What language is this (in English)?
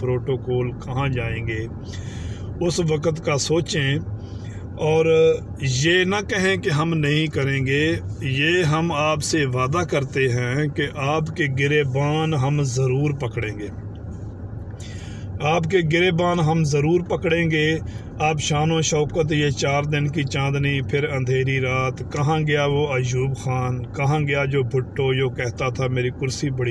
Urdu